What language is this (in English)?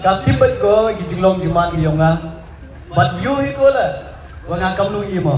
Khasi